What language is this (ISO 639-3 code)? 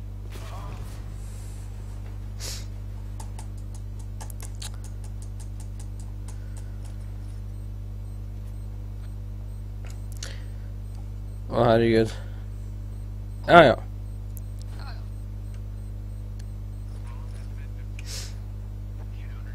nor